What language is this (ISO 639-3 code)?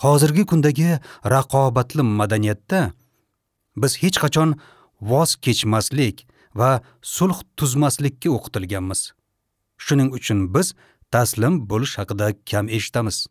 uzb